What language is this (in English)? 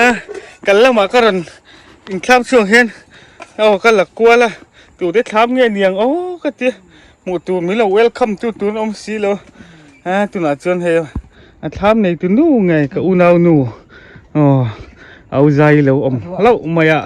Mizo